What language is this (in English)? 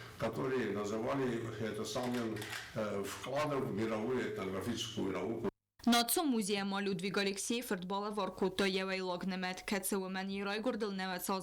Ossetic